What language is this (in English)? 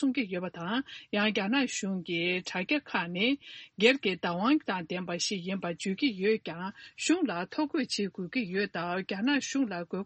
Tibetan